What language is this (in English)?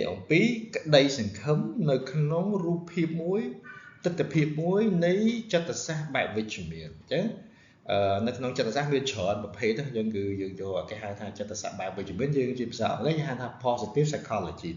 Khmer